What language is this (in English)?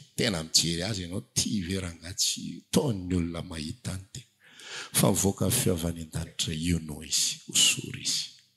Malagasy